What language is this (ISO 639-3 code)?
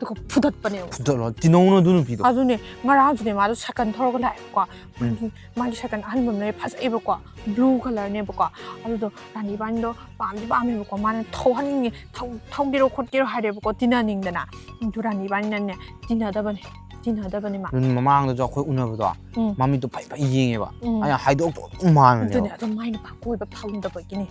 mni